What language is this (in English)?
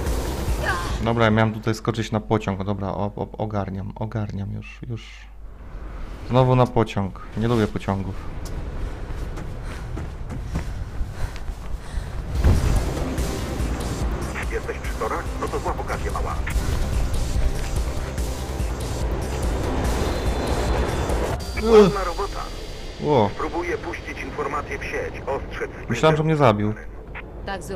Polish